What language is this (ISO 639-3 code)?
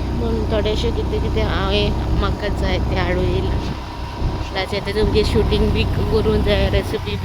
kok